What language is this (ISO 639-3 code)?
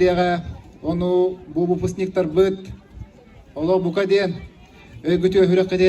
sah